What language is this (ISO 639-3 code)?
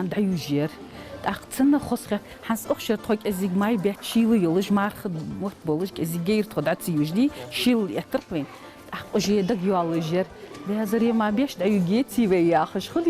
inh